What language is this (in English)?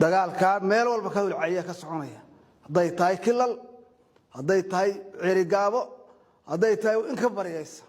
Somali